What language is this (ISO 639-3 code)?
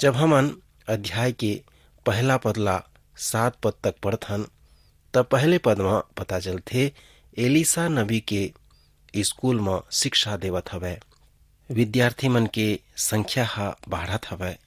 hne